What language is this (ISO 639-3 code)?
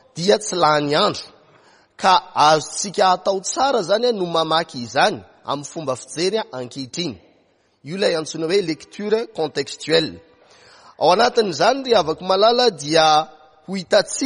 mlg